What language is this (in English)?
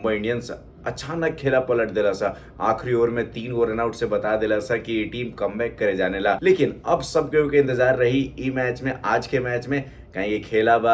Bhojpuri